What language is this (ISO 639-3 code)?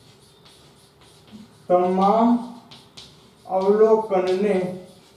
guj